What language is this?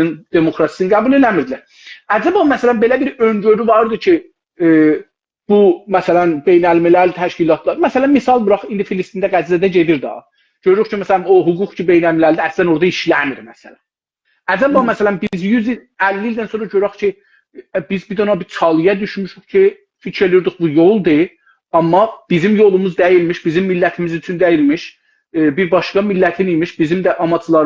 South Azerbaijani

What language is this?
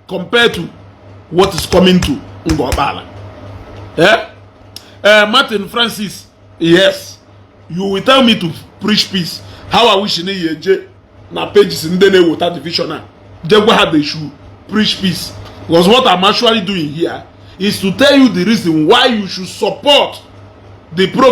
Igbo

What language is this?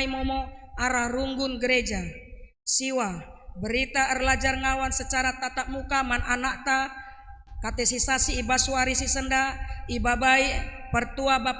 Batak Karo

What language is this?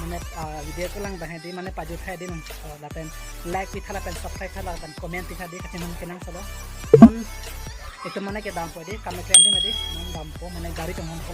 Karbi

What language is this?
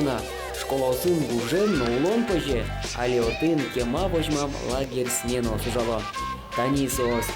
Udmurt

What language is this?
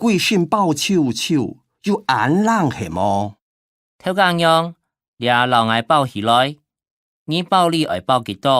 Hakka Chinese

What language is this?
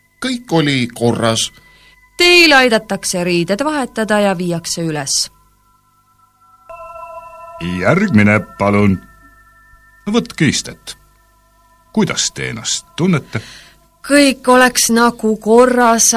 Estonian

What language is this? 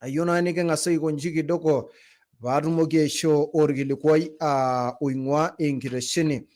Masai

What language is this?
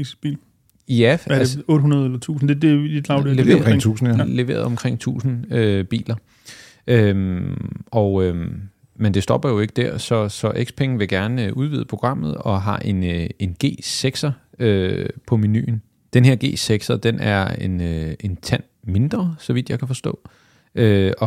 Danish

